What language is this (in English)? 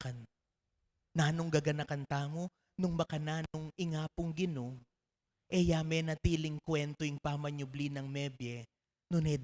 Pampanga